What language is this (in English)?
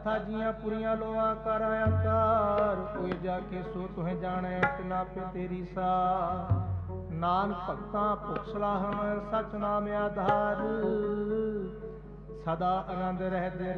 Punjabi